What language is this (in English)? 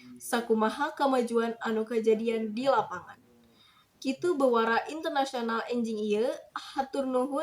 Sundanese